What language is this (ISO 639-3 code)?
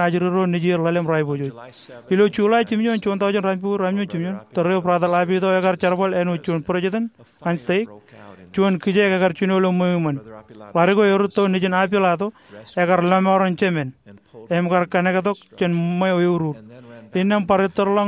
mah